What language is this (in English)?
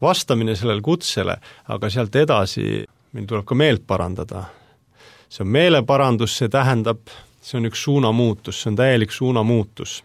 Estonian